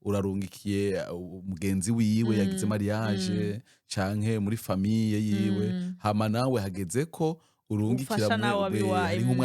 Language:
Rundi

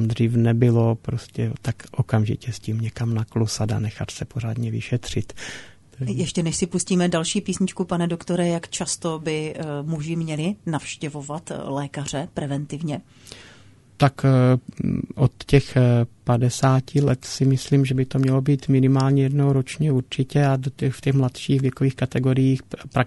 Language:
Czech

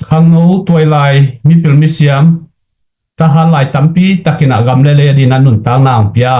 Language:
Tedim Chin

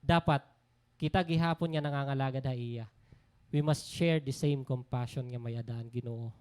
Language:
Waray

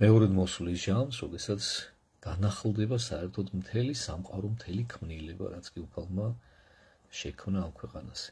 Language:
Georgian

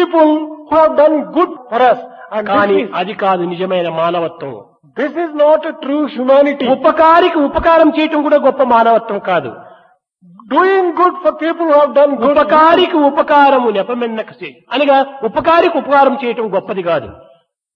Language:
Telugu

